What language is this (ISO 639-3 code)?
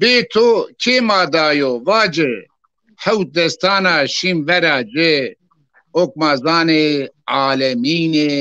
zza